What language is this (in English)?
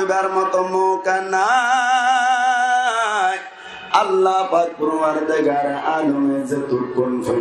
Rohingya